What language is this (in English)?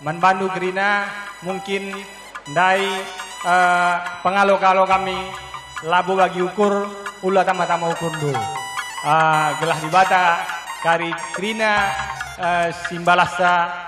Batak Karo